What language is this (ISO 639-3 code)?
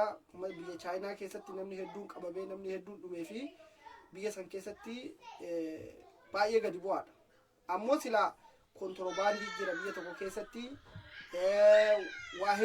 orm